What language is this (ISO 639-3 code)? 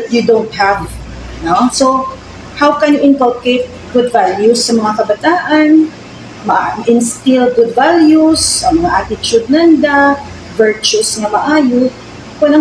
hil